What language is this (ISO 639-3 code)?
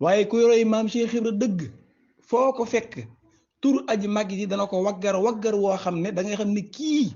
wol